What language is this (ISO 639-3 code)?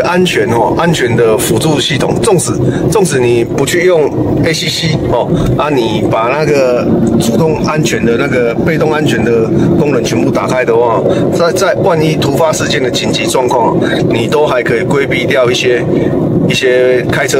zho